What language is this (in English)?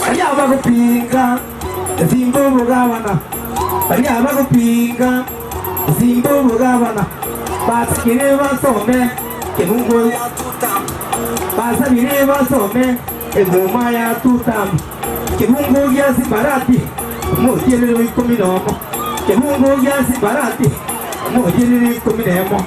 Gusii